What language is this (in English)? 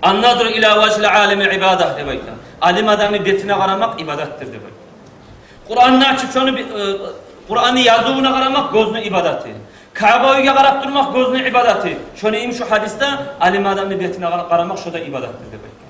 Kumyk